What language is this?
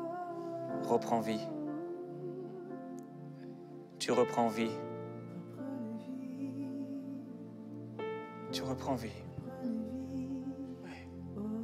French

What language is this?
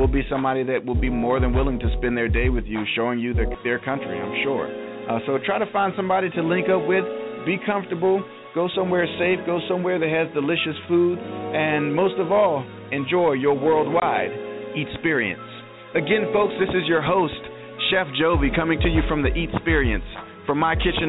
English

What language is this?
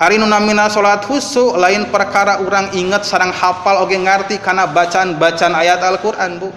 Sundanese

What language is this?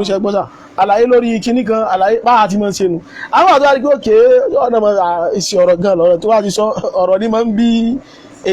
Yoruba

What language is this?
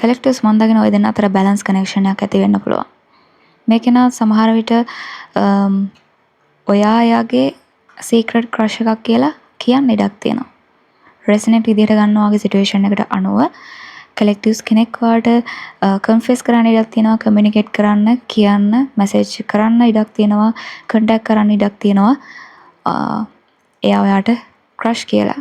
Sinhala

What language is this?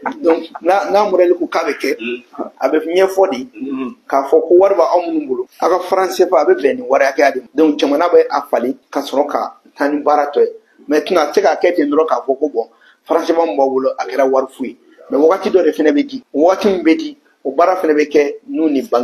Bambara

